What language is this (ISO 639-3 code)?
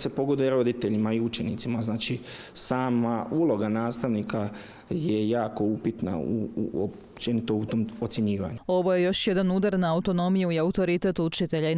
hrv